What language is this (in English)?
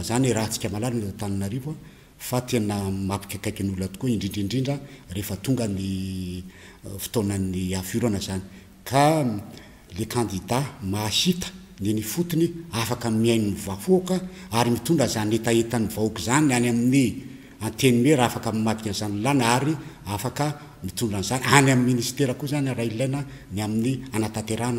Malagasy